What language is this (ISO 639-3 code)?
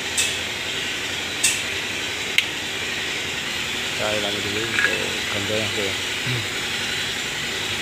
ind